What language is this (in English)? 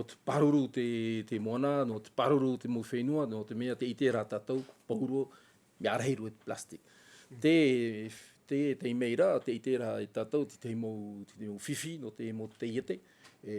Tahitian